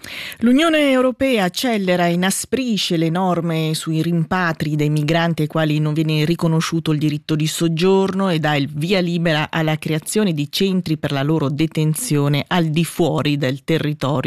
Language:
Italian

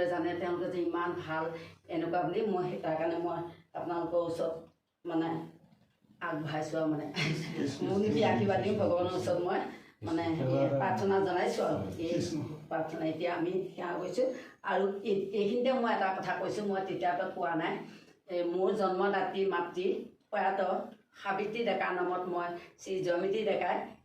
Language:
Assamese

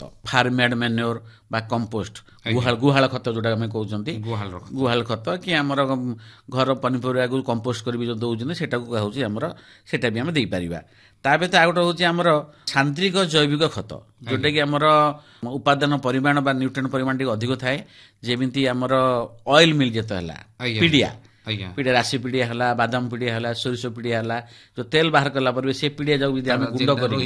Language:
Odia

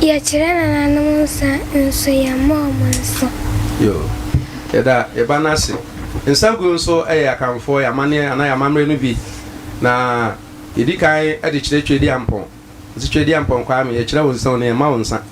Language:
Akan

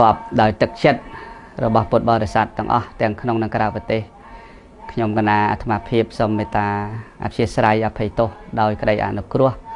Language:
Khmer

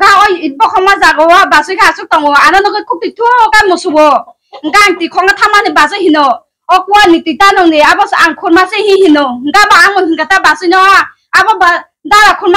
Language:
Kok Borok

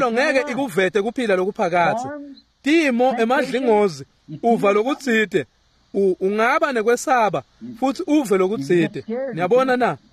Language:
Swati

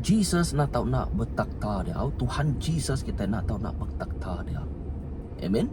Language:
Iban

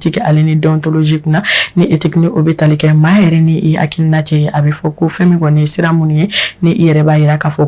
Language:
Bambara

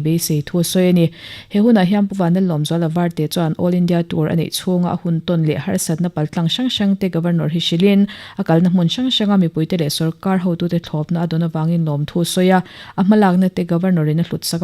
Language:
Mizo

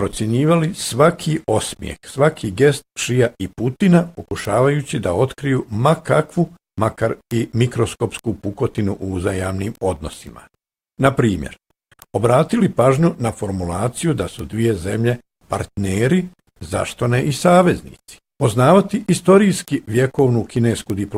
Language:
Bosnian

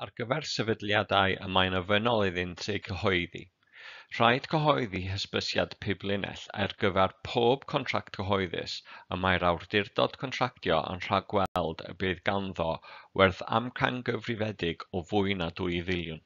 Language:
Welsh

